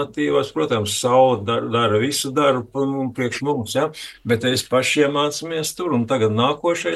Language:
Latvian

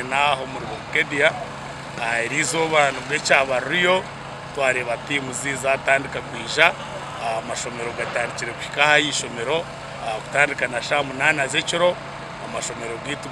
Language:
Nyankole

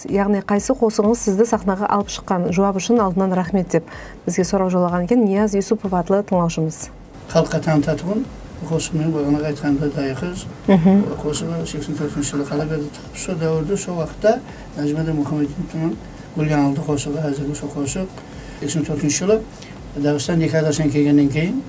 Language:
Kara-Kalpak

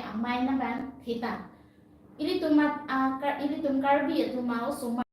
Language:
Karbi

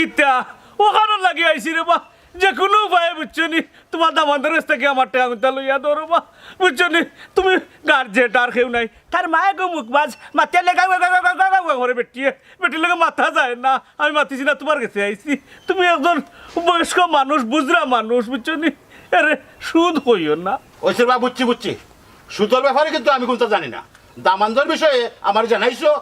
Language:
Sylheti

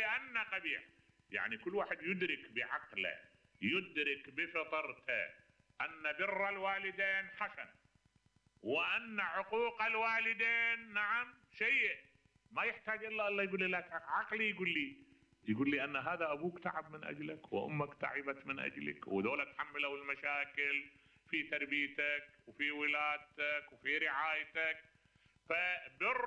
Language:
Mesopotamian Arabic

